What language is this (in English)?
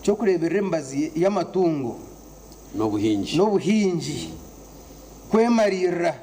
Nyankole